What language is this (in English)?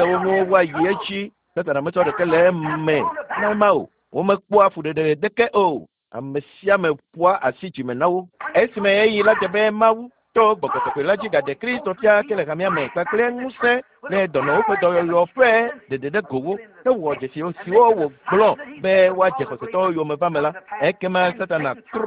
Ewe